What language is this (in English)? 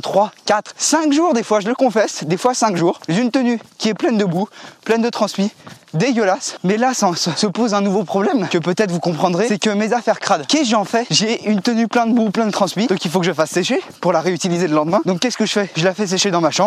French